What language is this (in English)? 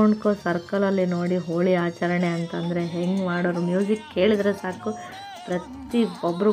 Kannada